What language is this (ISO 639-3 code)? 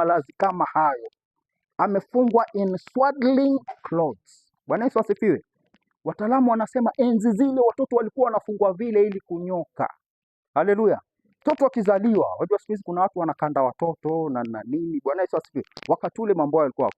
swa